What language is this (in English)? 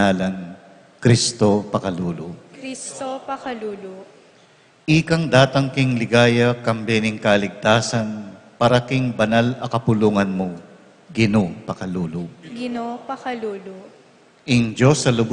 Pampanga